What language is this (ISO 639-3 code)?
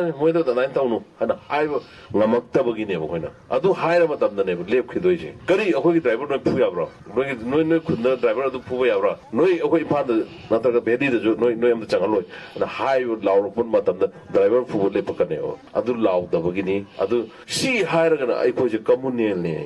mni